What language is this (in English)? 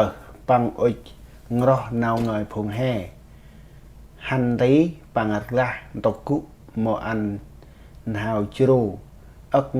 Central Mnong